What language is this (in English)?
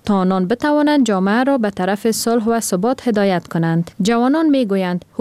Persian